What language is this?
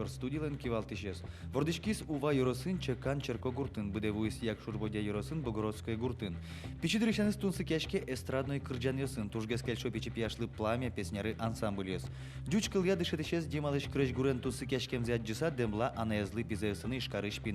Udmurt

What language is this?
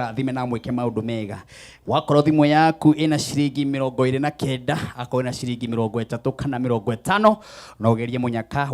Kikuyu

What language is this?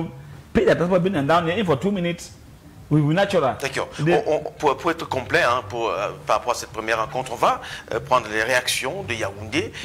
French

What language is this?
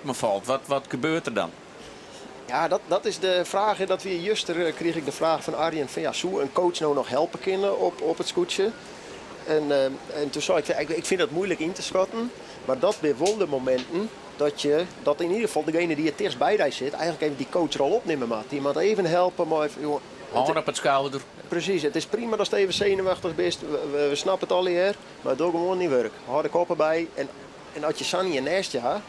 Western Frisian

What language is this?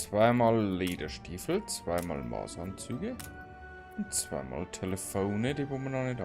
Bavarian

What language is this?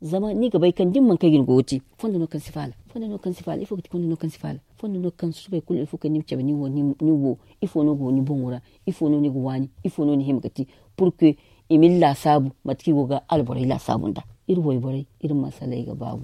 Zarma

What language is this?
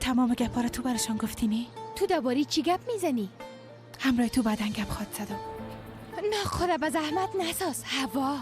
Persian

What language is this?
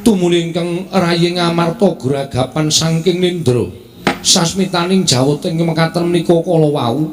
Javanese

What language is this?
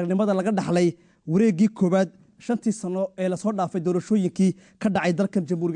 Somali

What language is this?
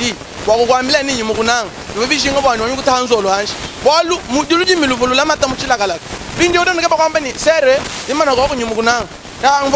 Luba-Lulua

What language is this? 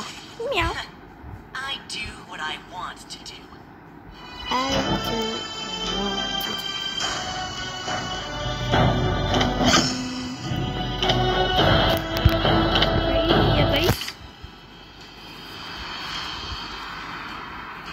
Malay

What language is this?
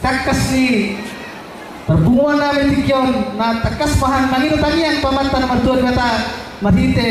Batak Toba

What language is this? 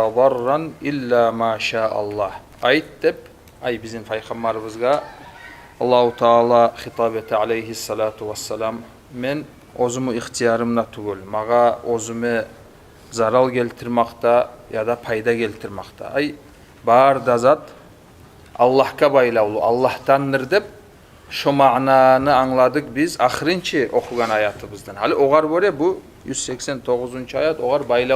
Kumyk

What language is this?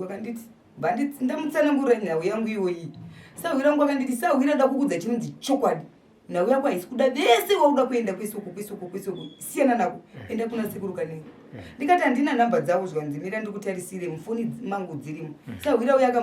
Shona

